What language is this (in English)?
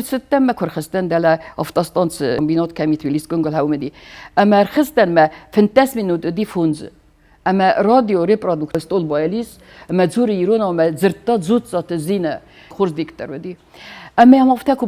Ossetic